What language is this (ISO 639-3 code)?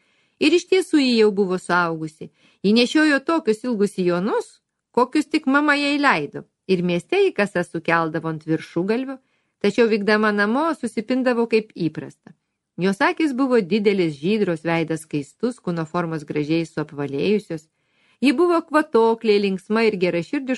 lit